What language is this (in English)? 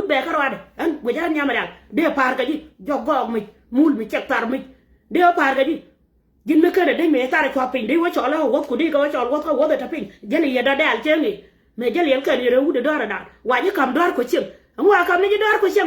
Nuer